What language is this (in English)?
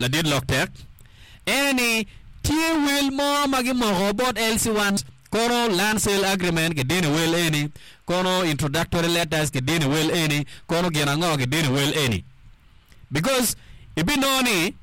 Acoli